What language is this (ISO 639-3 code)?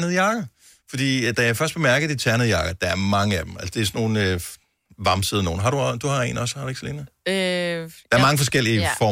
dan